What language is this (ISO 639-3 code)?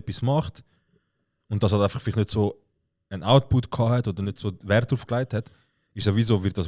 gsw